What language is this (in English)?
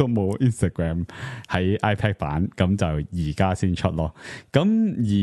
Cantonese